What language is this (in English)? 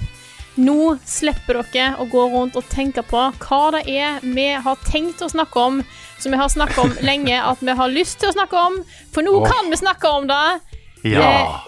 Norwegian